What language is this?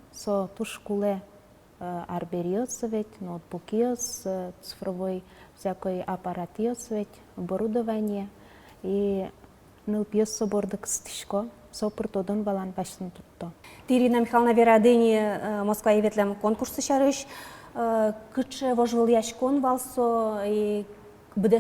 Udmurt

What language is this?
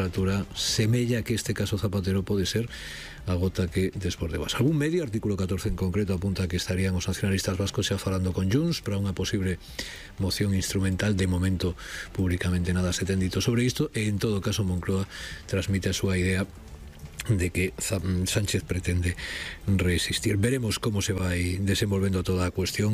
Galician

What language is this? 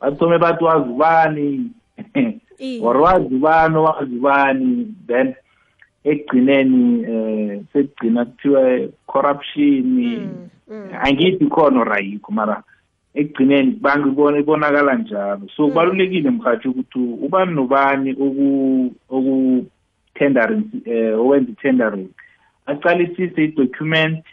South Ndebele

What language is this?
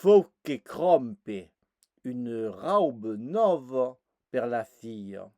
Occitan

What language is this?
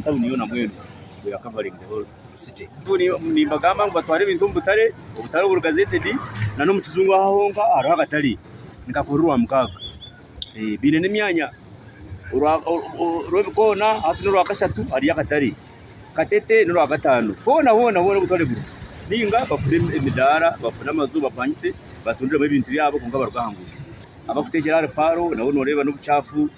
Nyankole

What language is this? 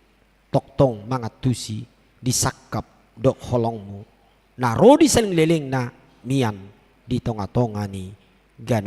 Batak Toba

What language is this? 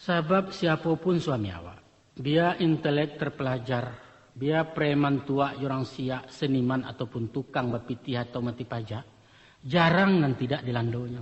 Minangkabau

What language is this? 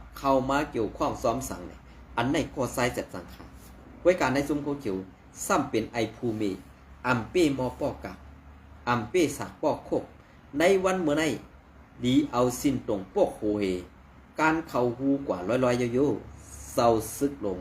Shan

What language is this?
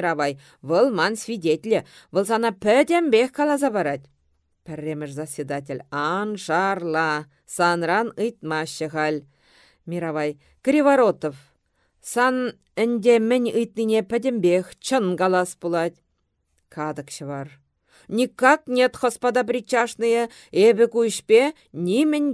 Chuvash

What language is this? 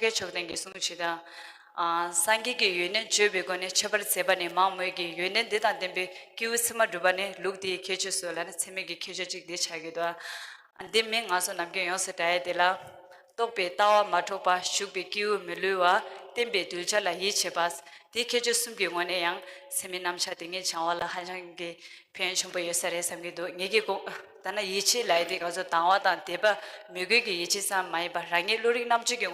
Tibetan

